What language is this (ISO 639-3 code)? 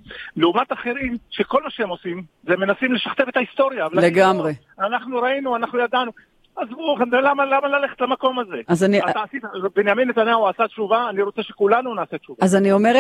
heb